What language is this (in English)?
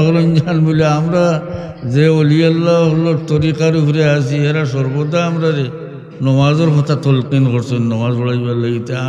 Sylheti